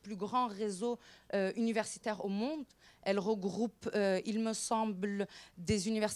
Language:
French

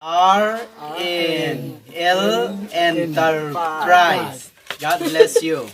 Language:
Hmar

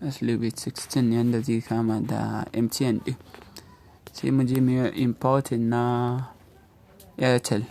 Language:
Hausa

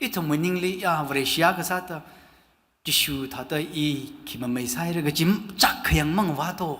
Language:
Tangkhul Naga (India)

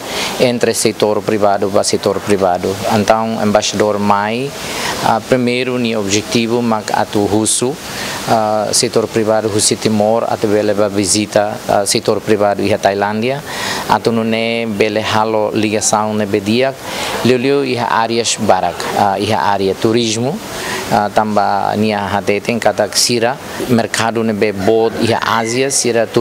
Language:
Tetum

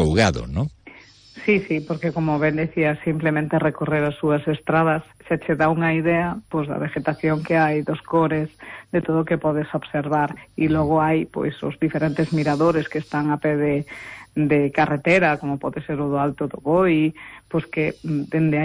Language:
Galician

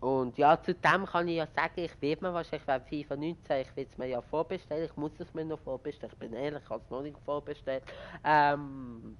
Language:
Swiss German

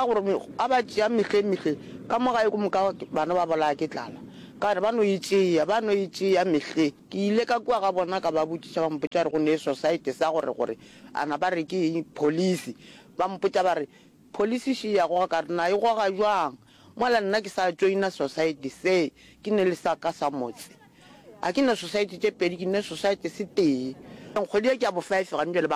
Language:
Northern Sotho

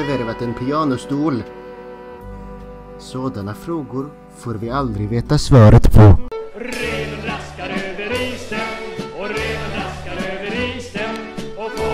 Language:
Swedish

